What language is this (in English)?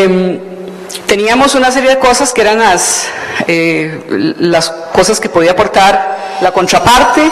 Spanish